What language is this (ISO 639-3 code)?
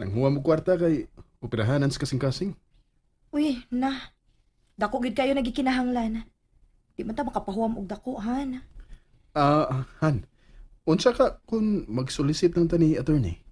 ceb